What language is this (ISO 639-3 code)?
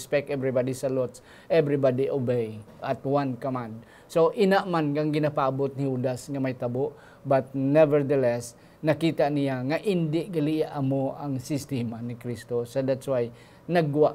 hil